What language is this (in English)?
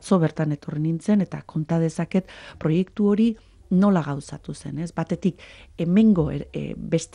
Basque